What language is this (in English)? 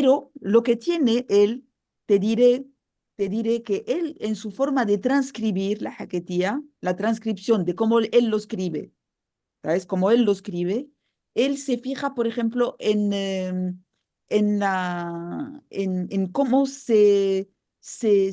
Ladino